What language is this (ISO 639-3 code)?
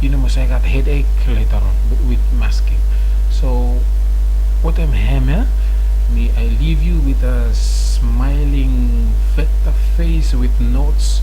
bis